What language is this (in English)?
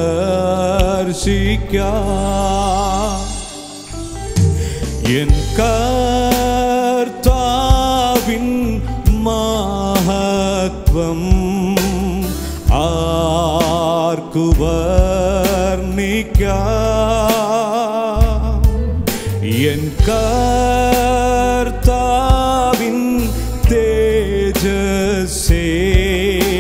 Malayalam